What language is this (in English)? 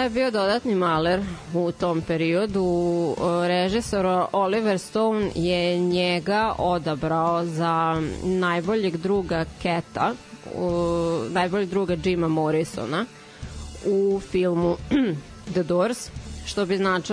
Serbian